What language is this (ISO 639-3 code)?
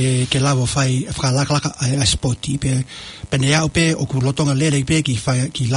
ton